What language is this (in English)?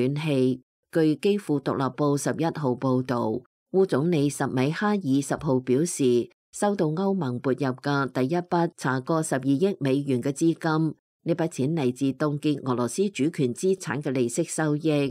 Cantonese